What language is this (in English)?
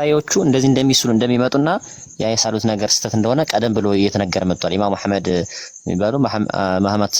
Amharic